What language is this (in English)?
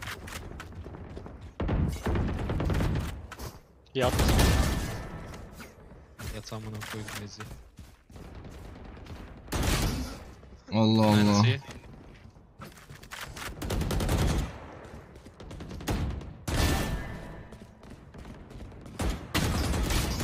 Turkish